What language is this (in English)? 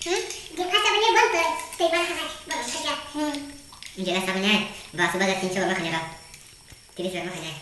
Kok Borok